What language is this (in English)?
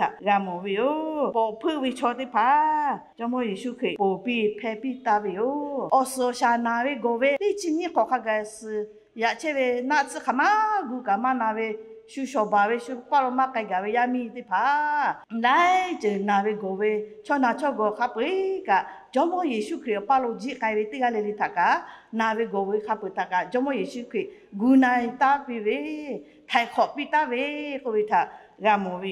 Lahu